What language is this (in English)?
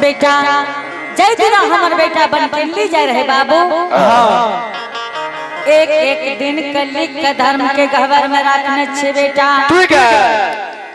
Angika